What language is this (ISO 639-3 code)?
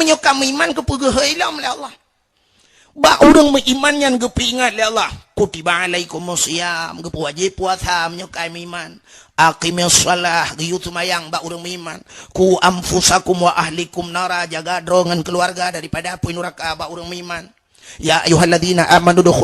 ace